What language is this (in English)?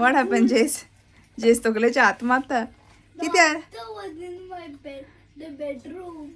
Konkani